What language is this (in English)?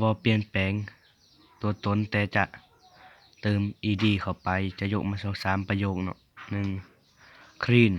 Lao